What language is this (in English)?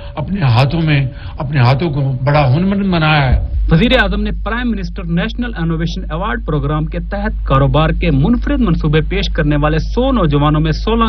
Urdu